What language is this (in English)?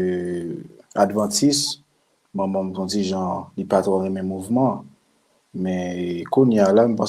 Haitian Creole